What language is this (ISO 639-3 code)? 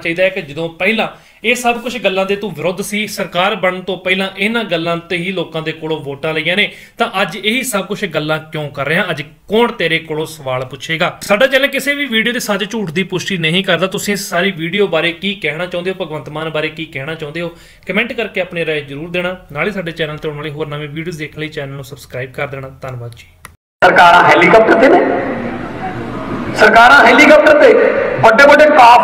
pan